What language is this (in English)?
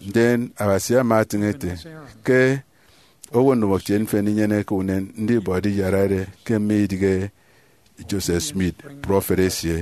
Efik